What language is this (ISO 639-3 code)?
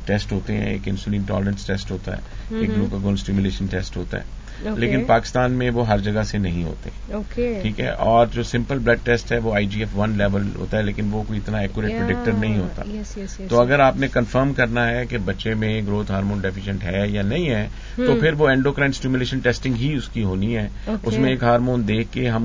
urd